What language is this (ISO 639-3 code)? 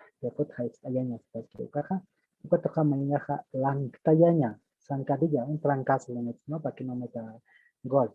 aym